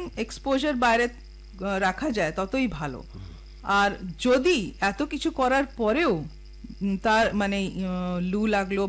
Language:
Bangla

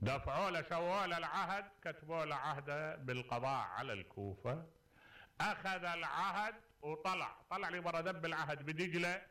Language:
Mesopotamian Arabic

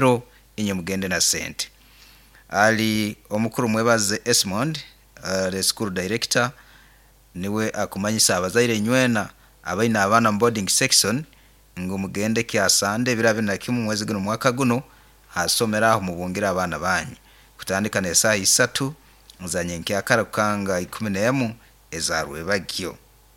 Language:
Nyoro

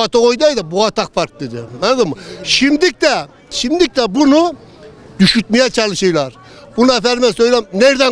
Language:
Turkish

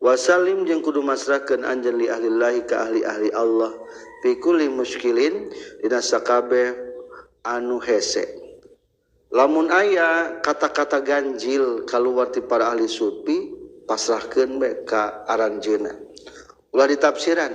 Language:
Sundanese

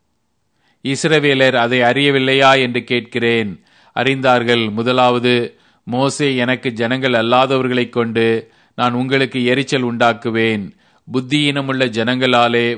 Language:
Tamil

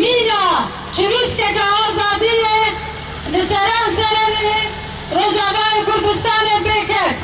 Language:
Kurdish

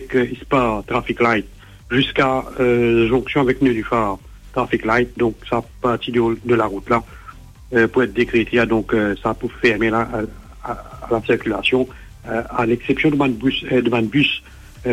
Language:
Morisyen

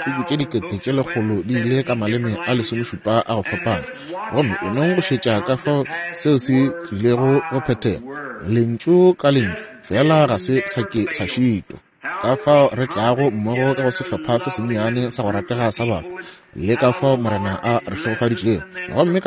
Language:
Northern Sotho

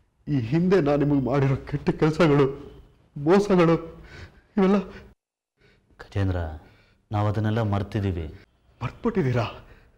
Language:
Kannada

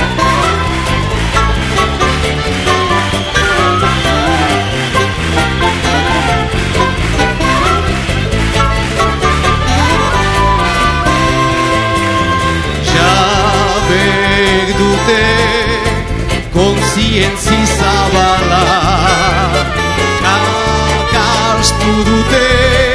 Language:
Basque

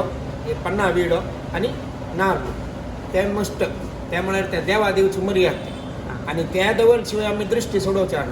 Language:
Konkani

